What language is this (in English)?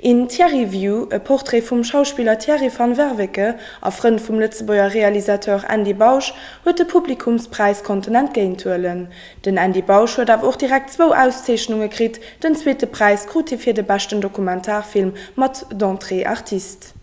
Luxembourgish